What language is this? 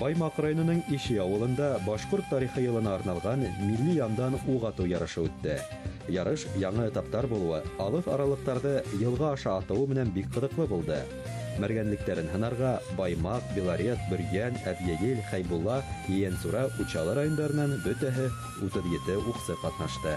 Bashkir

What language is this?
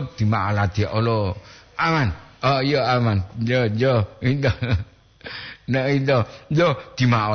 Gorontalo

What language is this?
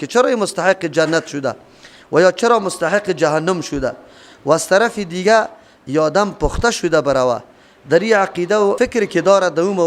Persian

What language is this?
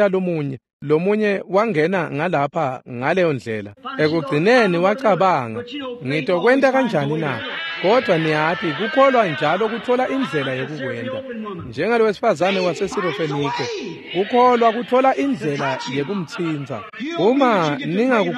Swati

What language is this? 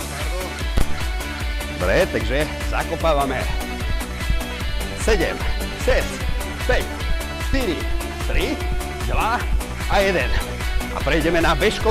Slovak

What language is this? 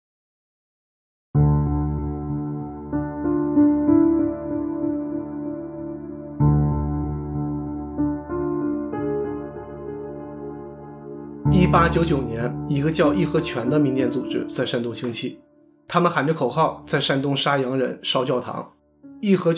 Chinese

